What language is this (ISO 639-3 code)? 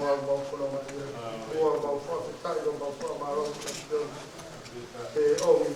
ton